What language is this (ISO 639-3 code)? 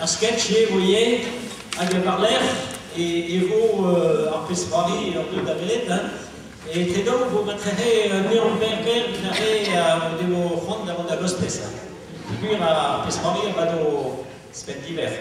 bre